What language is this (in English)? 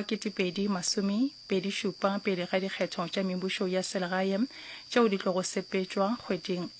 Northern Sotho